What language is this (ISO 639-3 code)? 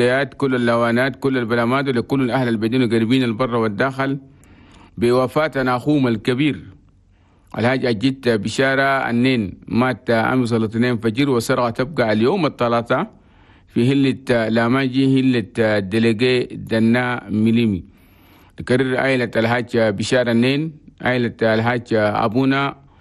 shu